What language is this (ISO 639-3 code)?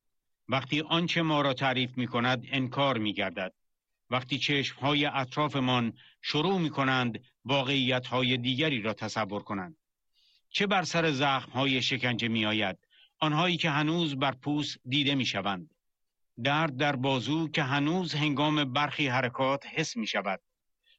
fas